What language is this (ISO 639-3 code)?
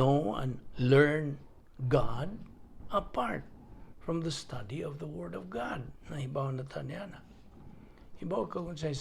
ceb